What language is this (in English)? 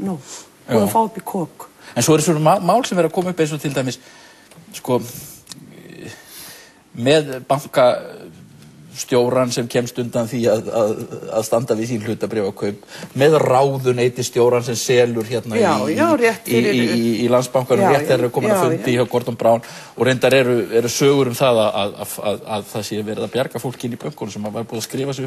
Icelandic